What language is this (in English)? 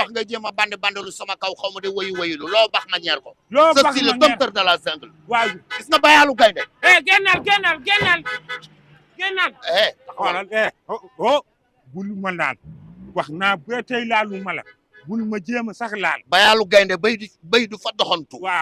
Wolof